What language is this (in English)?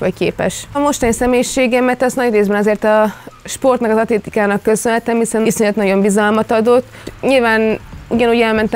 Hungarian